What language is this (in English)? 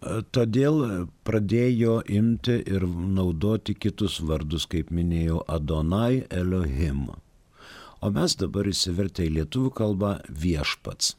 Lithuanian